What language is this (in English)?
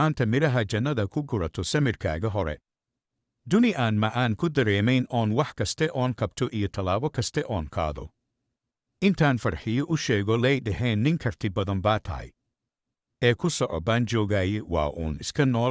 Somali